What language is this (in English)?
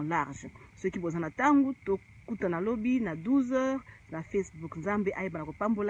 Lingala